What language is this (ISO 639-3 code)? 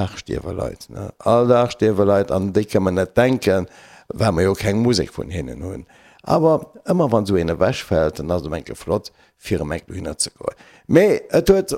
ltz